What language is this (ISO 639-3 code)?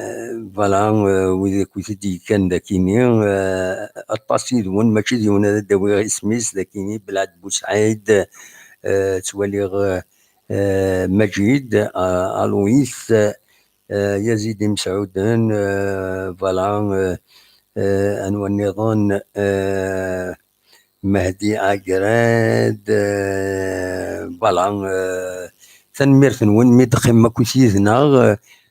kab